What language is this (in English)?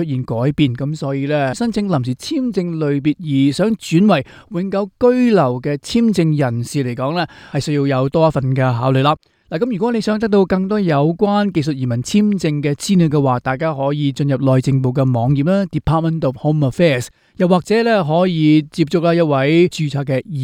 Cantonese